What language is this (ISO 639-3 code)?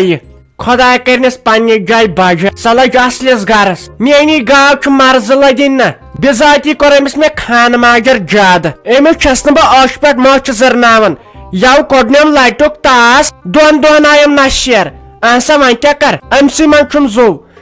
kas